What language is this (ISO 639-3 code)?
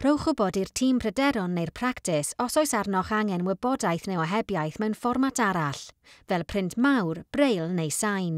cym